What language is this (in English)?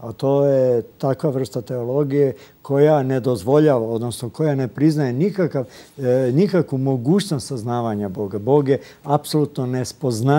Serbian